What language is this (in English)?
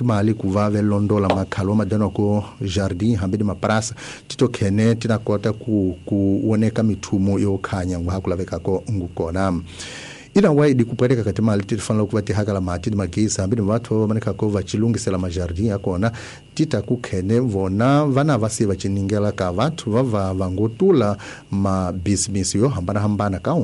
Tsonga